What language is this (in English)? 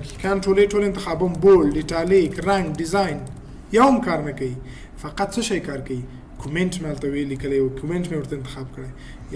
Pashto